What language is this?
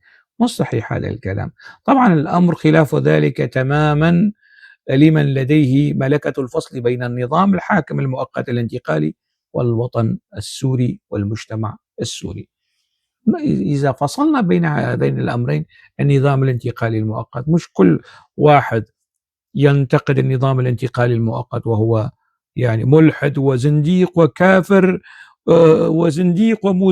North Levantine Arabic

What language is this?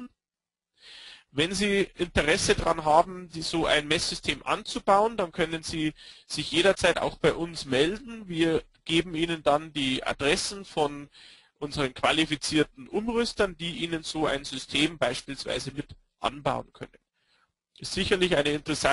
German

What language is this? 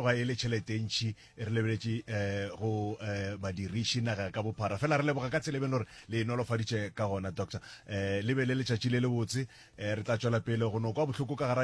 Northern Sotho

